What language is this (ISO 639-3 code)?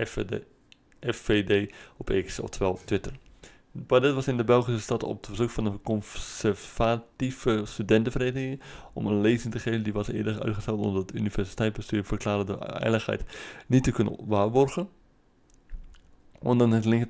nld